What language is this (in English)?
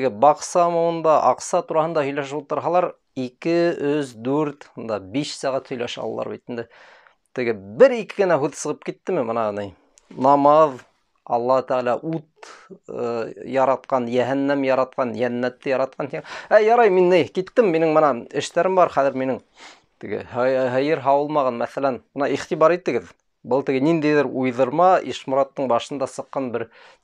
Bashkir